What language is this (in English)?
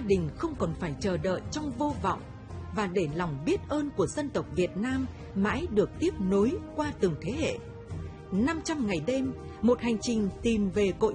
Vietnamese